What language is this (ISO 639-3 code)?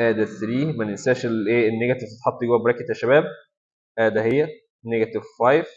arz